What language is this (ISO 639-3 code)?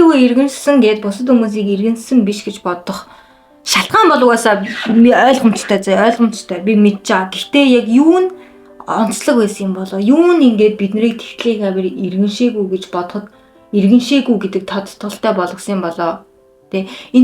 mon